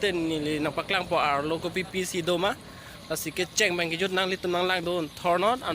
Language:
Karbi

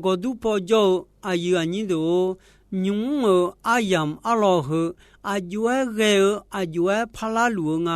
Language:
Akha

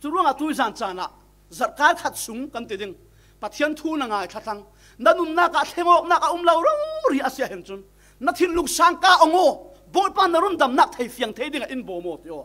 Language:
Falam Chin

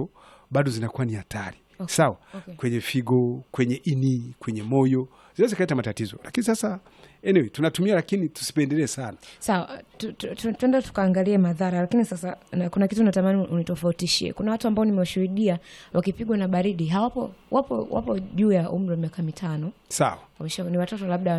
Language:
Swahili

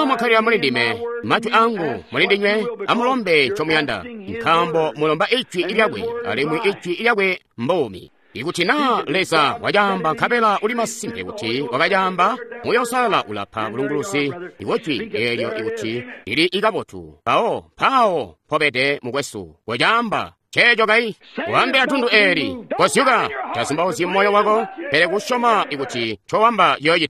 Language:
Tonga (Zambia)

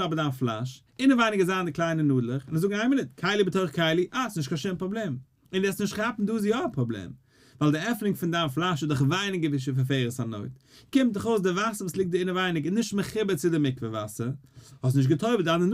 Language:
Yiddish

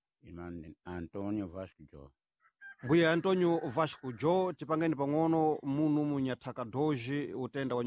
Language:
Sena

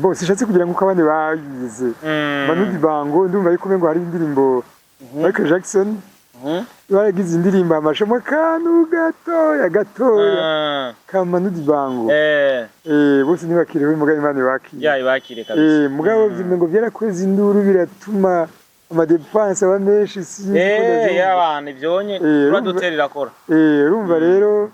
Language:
Rundi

